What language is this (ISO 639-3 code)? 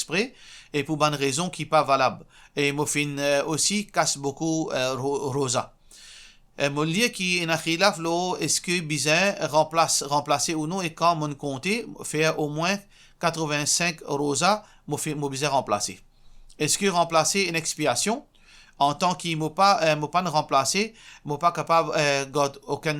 mfe